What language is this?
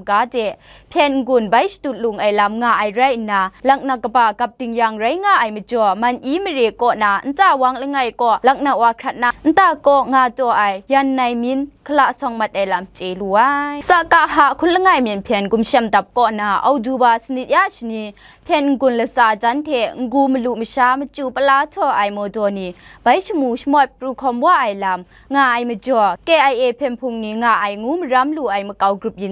Kachin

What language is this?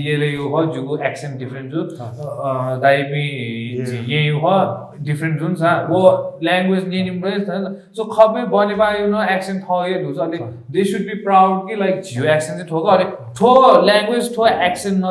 Newari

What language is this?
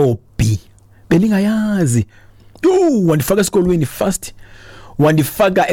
Xhosa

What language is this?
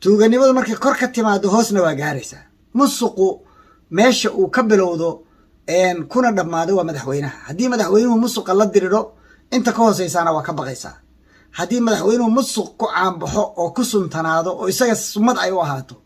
Somali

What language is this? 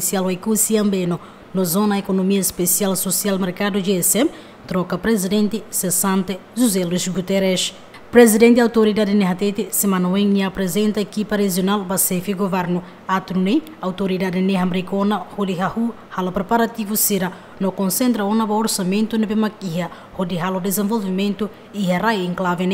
Tetum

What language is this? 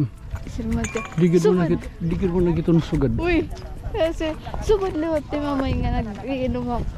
Waray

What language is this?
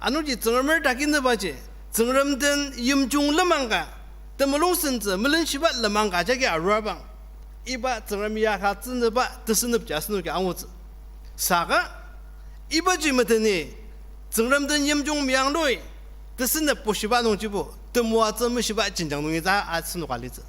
Ao Naga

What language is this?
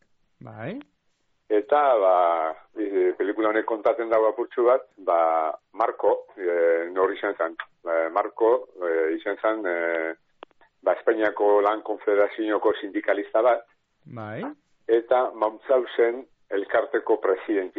Basque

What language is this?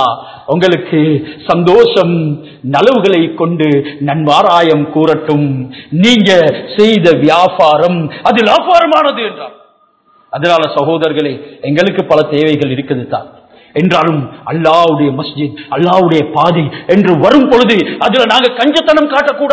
Tamil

